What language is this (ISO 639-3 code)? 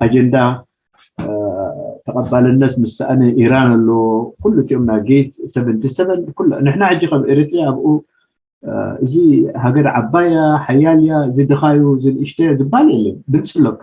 tir